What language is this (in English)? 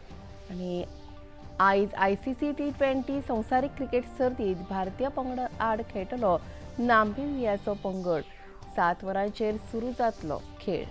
Konkani